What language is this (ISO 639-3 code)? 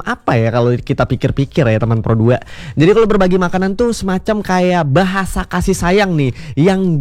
ind